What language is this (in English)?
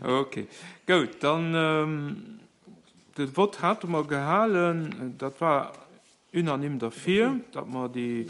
Luxembourgish